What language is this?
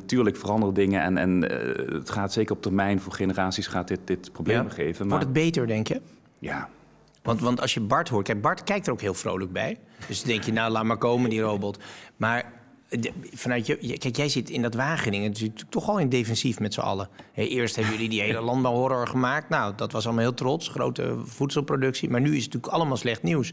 Dutch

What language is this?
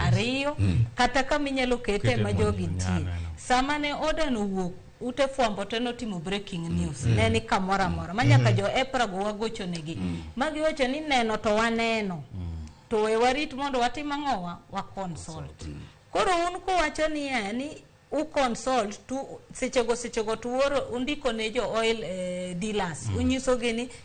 Luo (Kenya and Tanzania)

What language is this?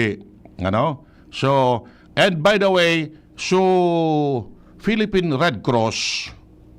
Bikol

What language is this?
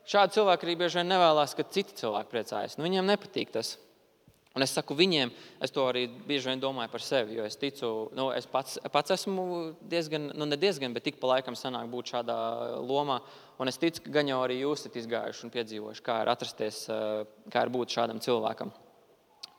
Latvian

